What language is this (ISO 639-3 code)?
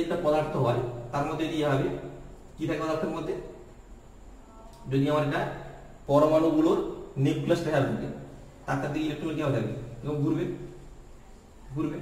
ben